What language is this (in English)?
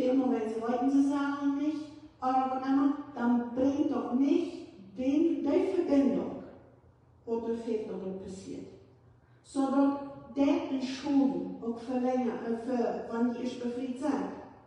Plautdietsch